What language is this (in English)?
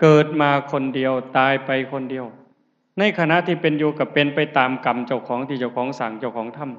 Lao